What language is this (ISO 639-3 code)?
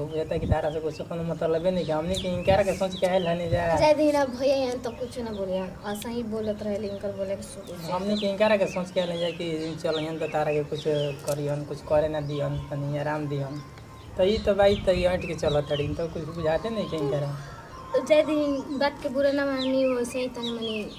bho